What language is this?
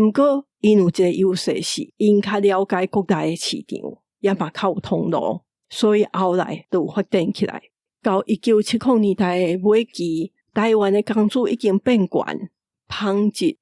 Min Nan Chinese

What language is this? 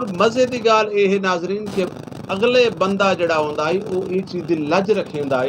Saraiki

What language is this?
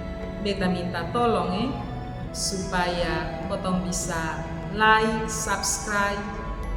Kupang Malay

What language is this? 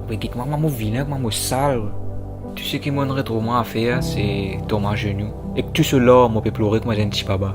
Morisyen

